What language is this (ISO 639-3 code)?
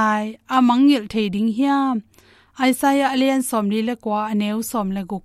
ctd